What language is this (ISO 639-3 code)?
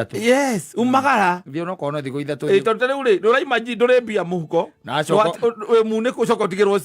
kik